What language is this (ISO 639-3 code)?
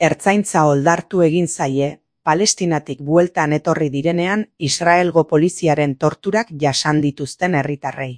eus